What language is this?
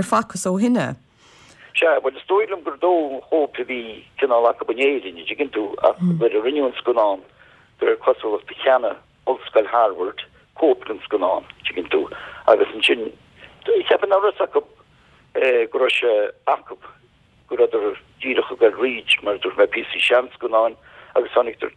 Irish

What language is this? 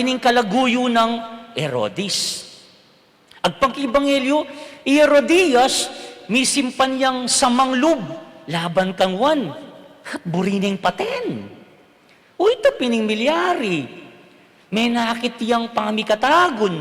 Pampanga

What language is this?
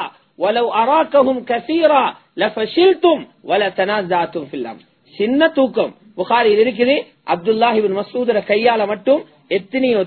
Tamil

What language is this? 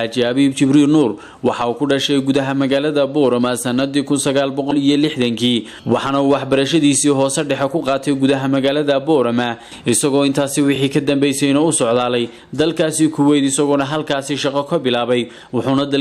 Somali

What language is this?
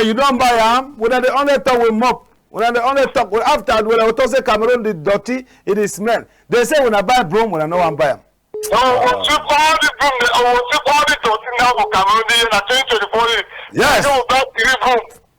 Cameroon Pidgin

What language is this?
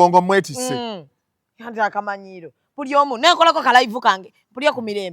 Ganda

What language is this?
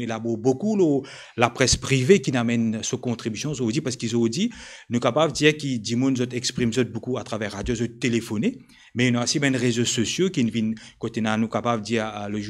Morisyen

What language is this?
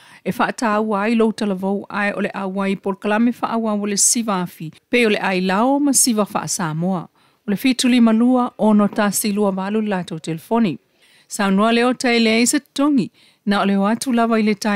Samoan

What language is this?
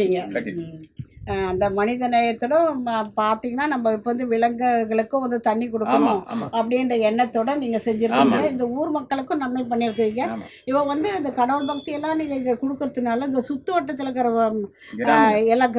Tamil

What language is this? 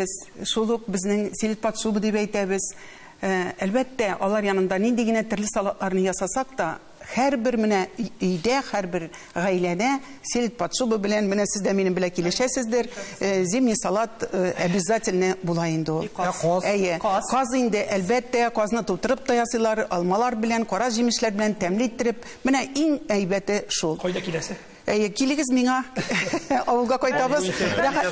Tatar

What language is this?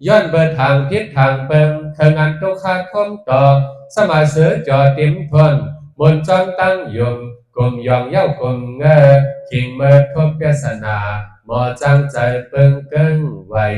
Shan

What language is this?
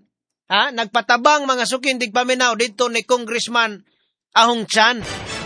Cebuano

